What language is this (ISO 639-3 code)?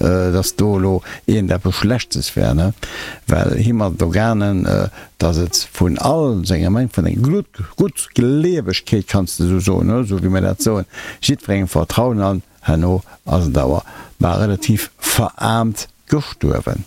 ltz